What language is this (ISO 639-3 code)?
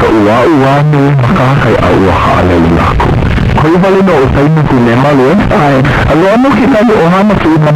haw